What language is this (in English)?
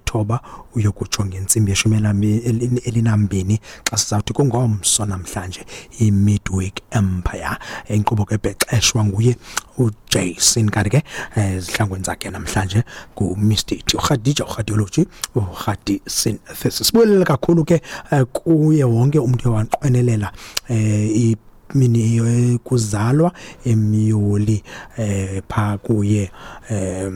Xhosa